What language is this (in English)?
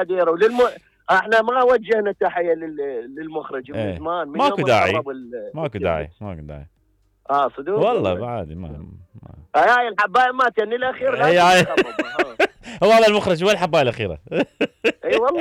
Mesopotamian Arabic